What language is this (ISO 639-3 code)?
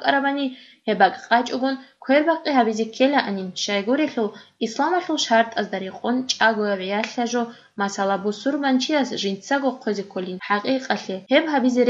ava